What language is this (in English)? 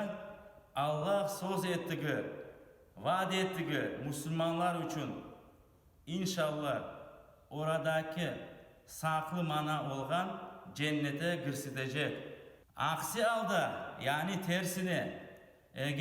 Crimean Tatar